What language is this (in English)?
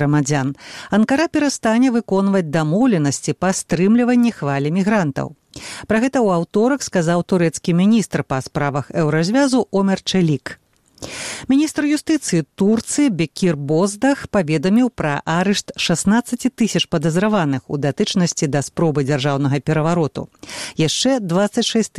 Belarusian